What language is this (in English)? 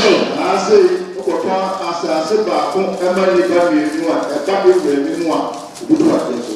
Akan